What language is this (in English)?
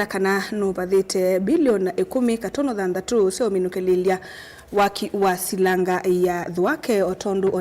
Kamba